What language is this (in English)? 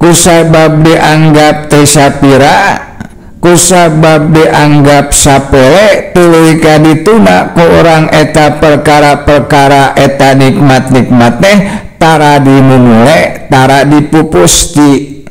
Sundanese